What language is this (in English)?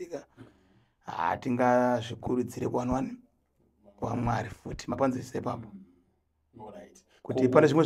Shona